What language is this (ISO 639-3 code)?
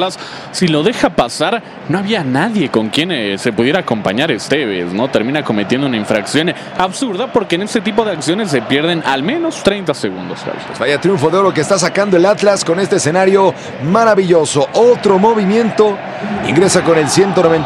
spa